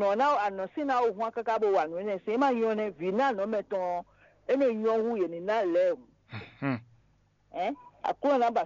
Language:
Fon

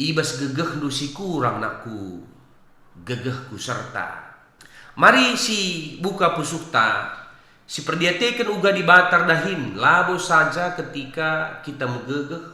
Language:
Batak Karo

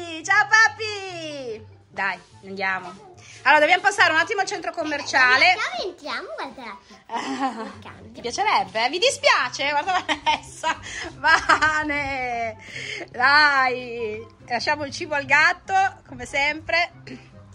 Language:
Italian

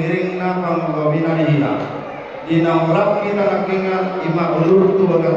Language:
Batak Toba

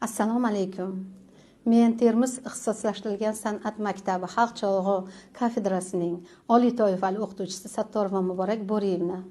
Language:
Uzbek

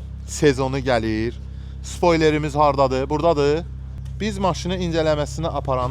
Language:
Azerbaijani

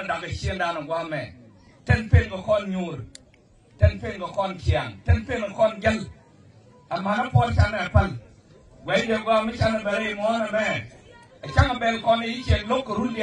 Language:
Nuer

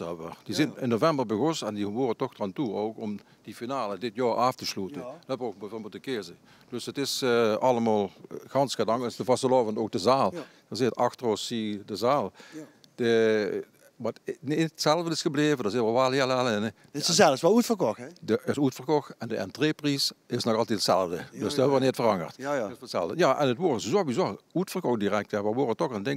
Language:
Limburgish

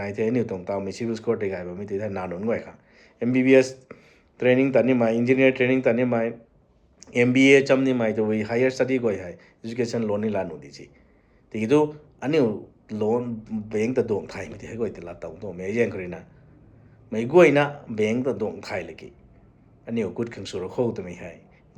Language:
Rongmei Naga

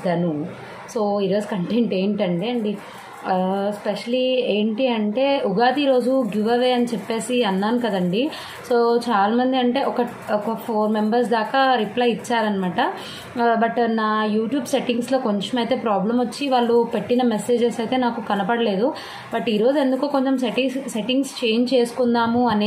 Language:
Telugu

